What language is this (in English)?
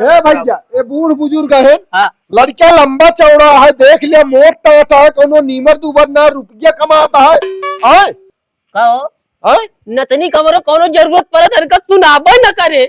Awadhi